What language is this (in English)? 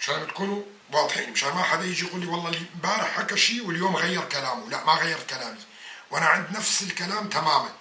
North Levantine Arabic